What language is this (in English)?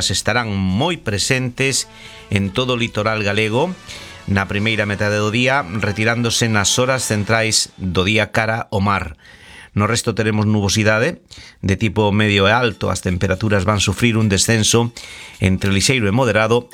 Galician